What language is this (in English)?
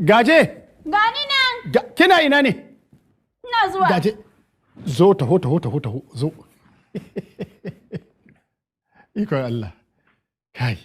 Hausa